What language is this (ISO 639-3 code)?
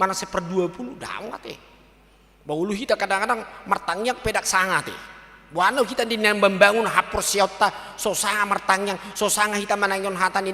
bbc